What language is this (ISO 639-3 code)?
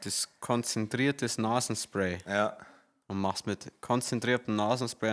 bar